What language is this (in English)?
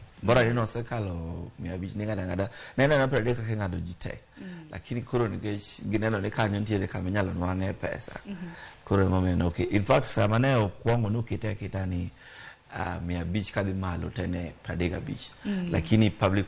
Luo (Kenya and Tanzania)